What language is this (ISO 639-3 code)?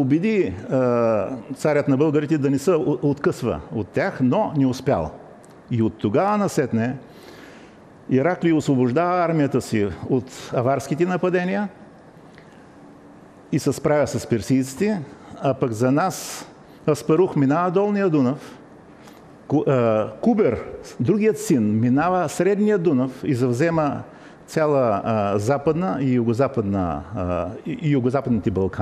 bul